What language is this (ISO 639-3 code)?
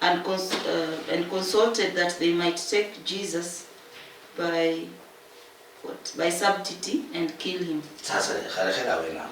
luy